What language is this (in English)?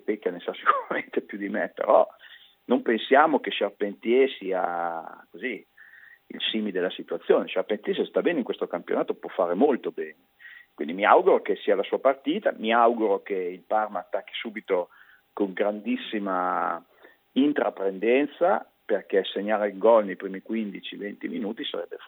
Italian